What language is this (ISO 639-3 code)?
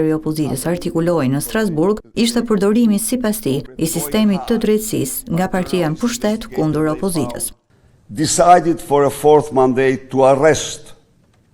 sqi